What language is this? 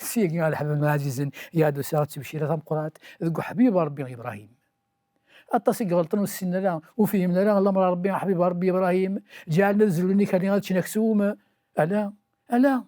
Kabyle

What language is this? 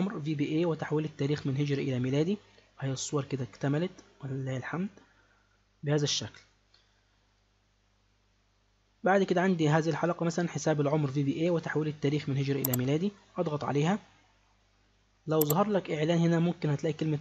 Egyptian Arabic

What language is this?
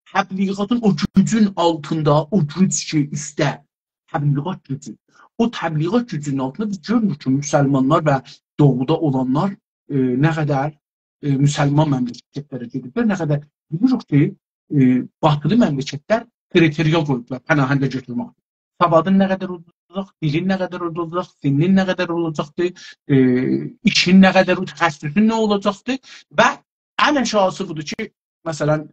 South Azerbaijani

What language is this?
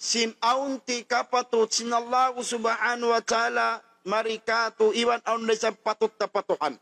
Tausug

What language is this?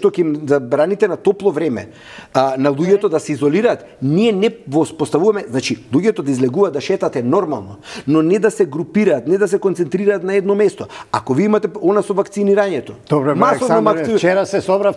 Macedonian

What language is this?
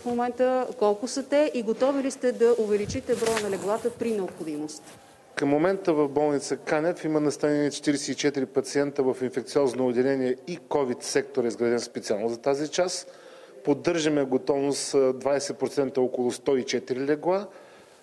Bulgarian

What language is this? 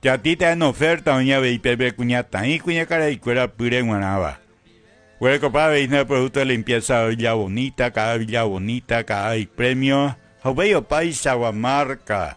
Guarani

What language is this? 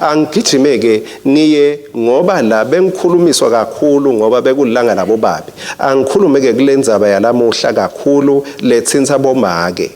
Swati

